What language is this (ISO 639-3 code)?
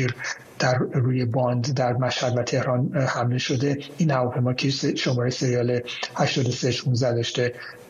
fas